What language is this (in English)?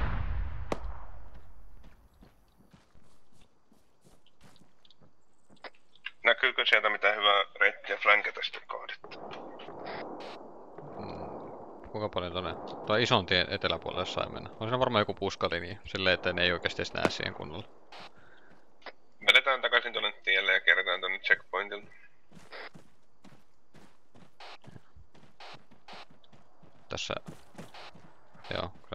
Finnish